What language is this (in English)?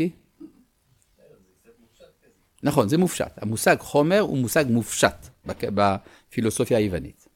Hebrew